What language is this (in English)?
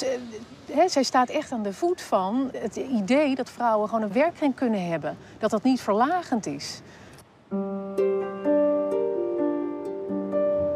Dutch